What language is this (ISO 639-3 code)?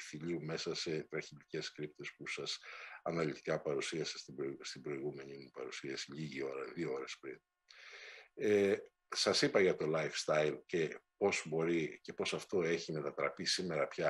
ell